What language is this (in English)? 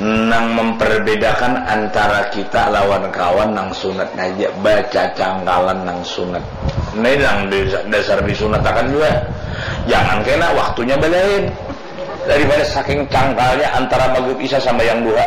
Banjar